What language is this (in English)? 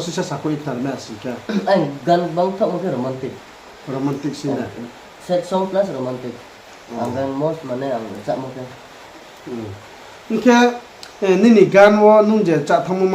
Riang (India)